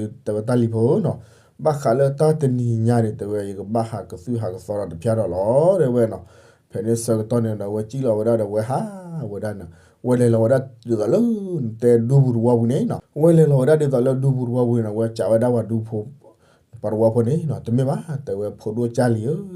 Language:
S'gaw Karen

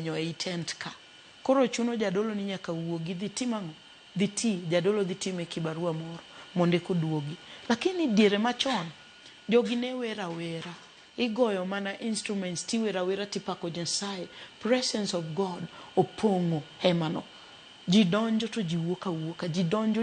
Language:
Luo (Kenya and Tanzania)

